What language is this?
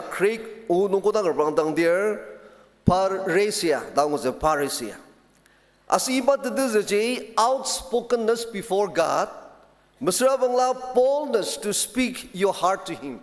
Ao Naga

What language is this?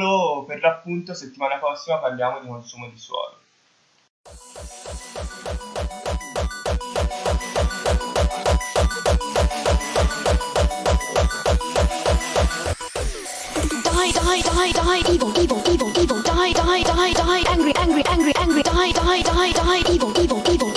Italian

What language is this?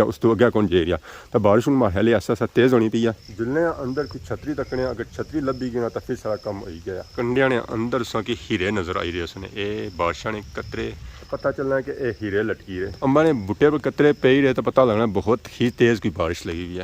Pahari-Potwari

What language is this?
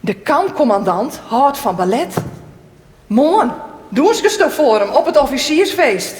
Western Frisian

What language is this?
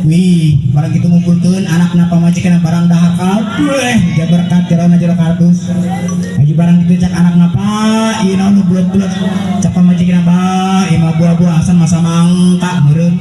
Sundanese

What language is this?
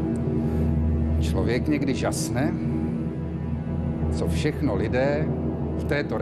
Czech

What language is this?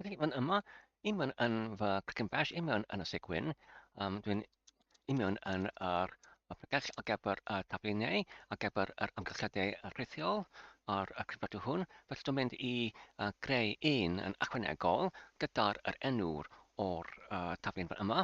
Welsh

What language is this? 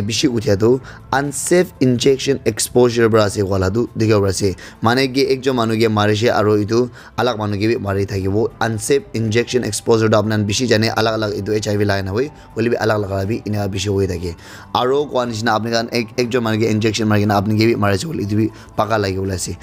Naga Pidgin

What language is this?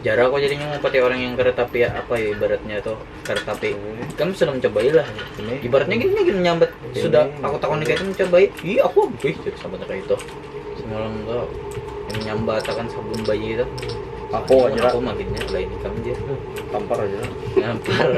Banjar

